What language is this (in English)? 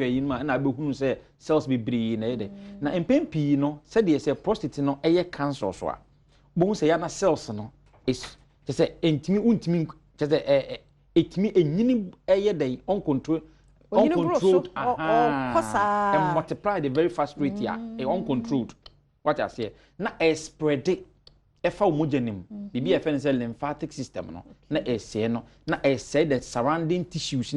Akan